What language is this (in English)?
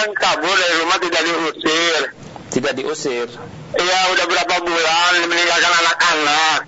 Indonesian